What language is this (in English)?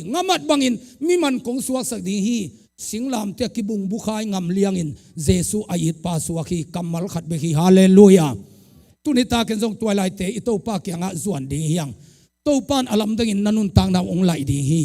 Tedim Chin